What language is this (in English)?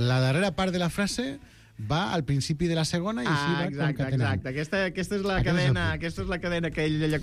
Catalan